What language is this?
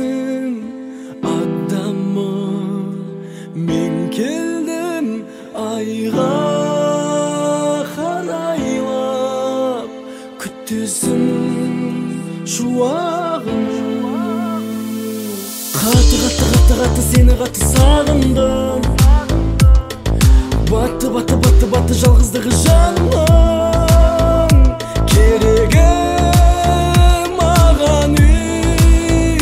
Kazakh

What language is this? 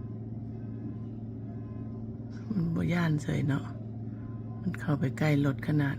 Lao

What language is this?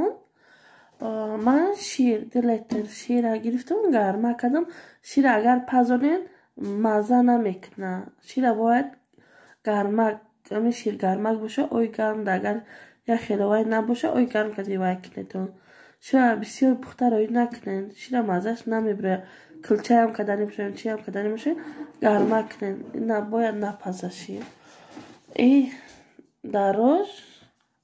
Tajik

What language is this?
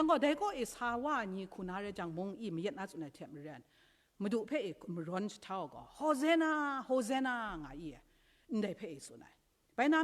Kachin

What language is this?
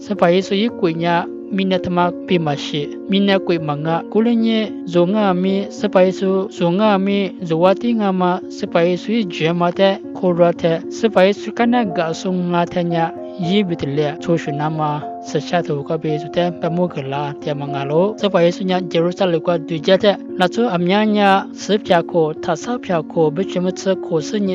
Lisu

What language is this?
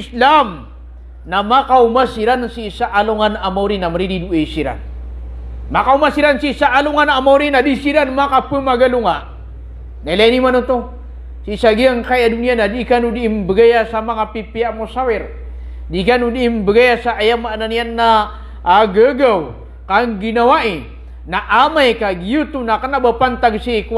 Maranao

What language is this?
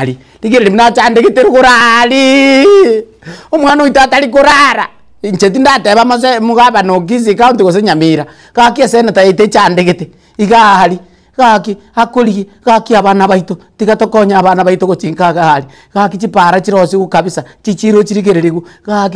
Gusii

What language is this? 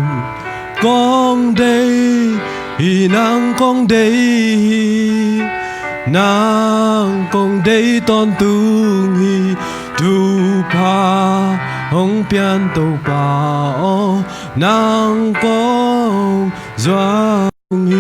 Tedim Chin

